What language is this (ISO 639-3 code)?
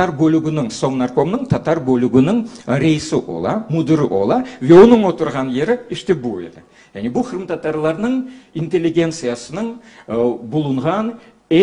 crh